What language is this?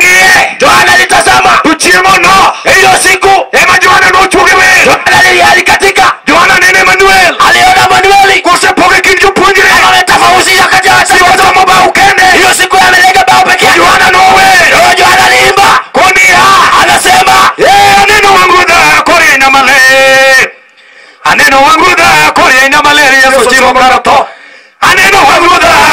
Luo (Kenya and Tanzania)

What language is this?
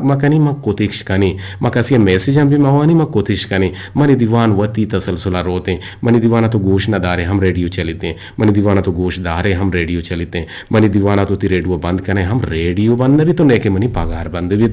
Eastern Balochi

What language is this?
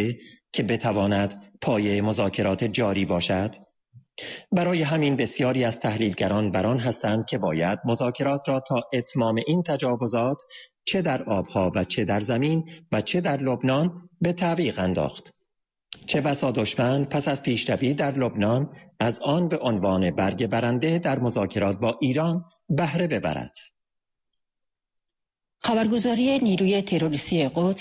Persian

